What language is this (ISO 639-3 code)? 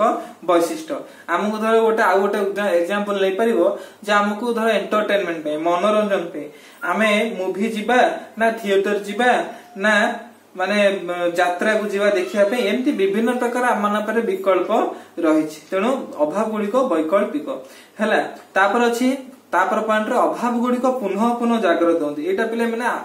ori